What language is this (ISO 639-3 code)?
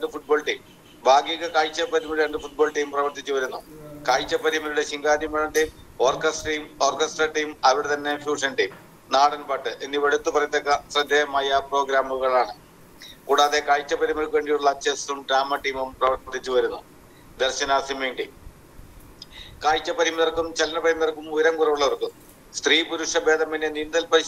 mal